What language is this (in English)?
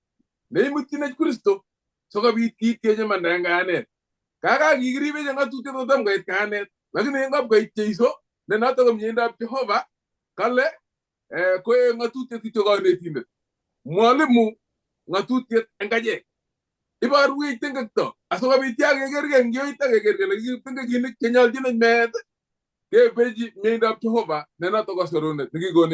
Kalenjin